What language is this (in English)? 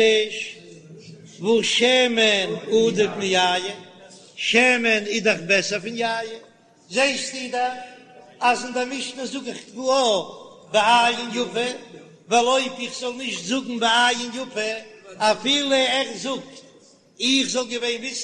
Yiddish